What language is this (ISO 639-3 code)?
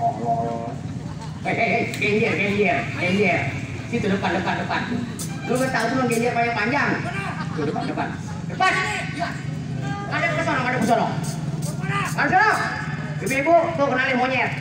bew